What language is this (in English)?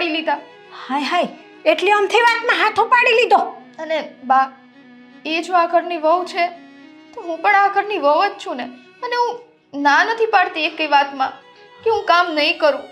Gujarati